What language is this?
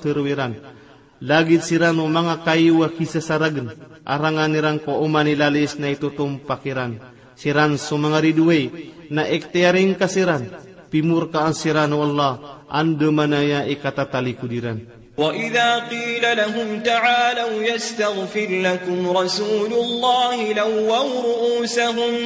Maranao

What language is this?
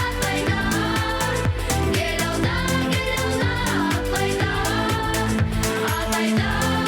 Bashkir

